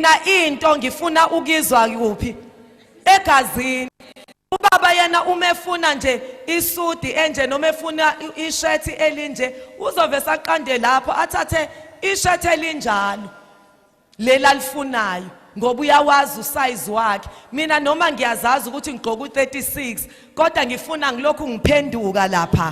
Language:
Zulu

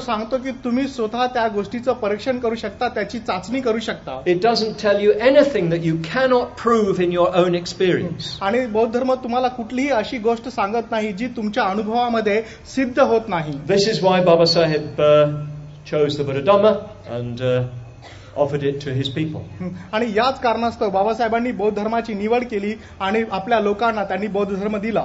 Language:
Marathi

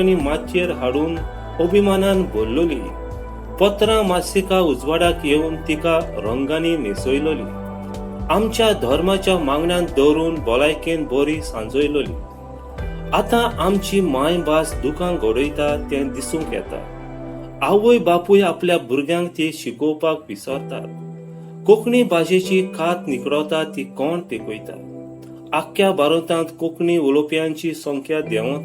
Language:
Konkani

